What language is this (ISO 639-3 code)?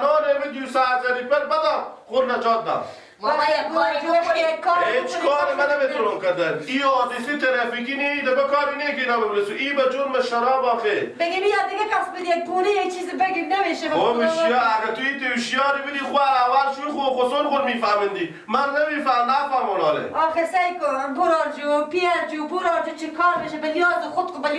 fas